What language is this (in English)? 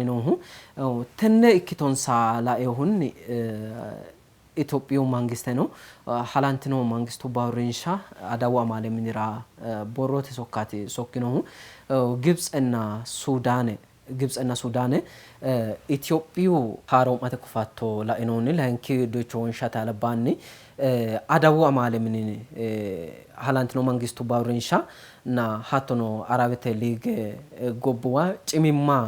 Sidamo